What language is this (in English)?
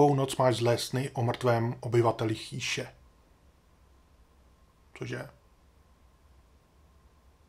Czech